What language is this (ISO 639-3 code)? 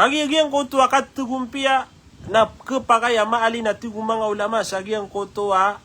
mrw